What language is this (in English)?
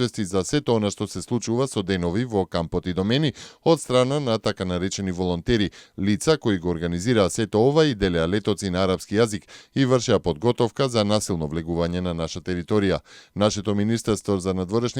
Macedonian